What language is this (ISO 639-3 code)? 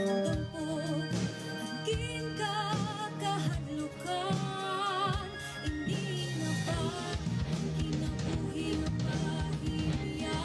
war